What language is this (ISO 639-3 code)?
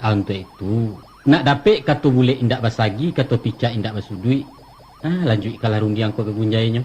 min